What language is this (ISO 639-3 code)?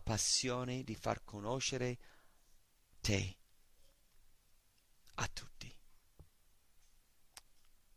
ita